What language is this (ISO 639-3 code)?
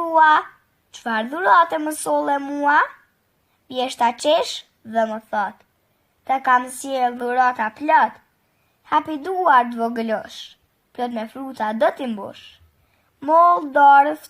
sqi